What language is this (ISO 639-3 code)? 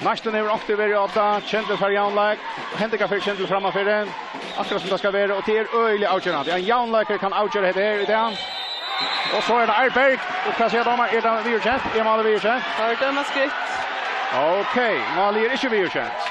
fao